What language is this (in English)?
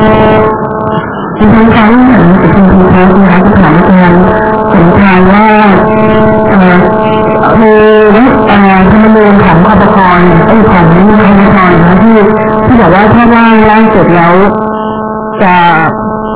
Thai